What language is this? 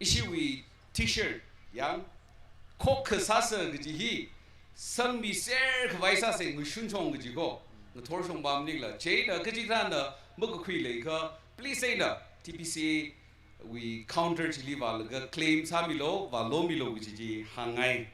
Tangkhul Naga (India)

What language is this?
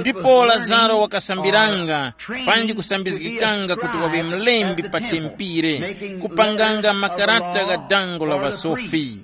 Tumbuka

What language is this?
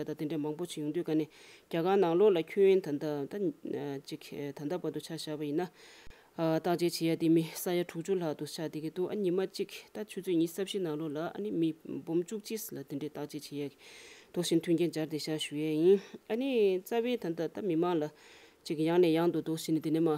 Tibetan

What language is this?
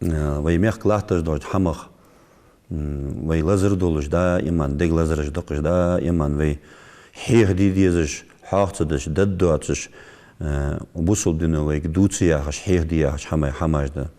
Ingush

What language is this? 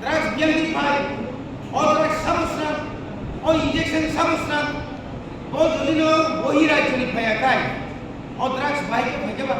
Kok Borok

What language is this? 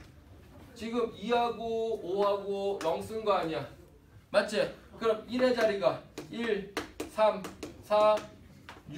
Korean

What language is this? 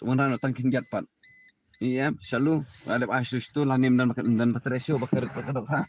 Khasi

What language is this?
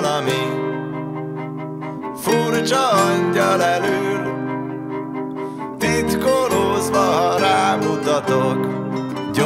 Hungarian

